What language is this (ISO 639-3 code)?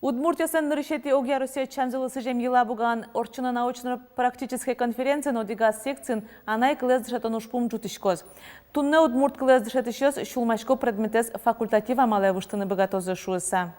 udm